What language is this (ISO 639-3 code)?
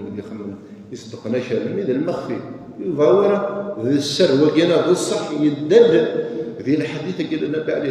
kab